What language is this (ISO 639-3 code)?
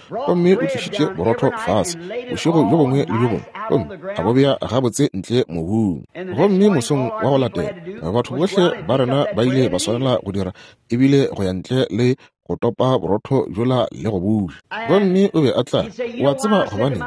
nso